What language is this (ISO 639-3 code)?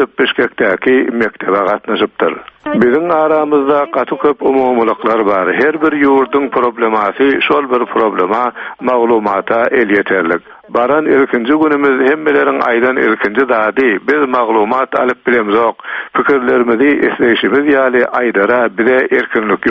tuk